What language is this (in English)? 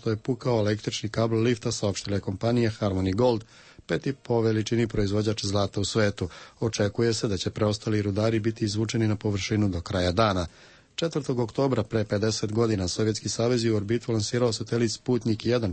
Serbian